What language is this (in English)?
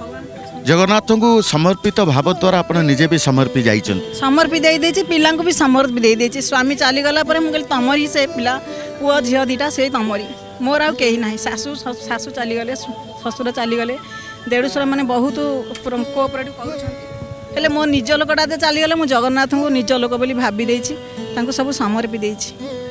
Odia